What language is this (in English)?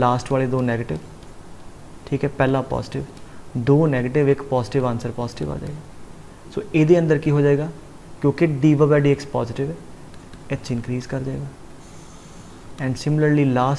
Punjabi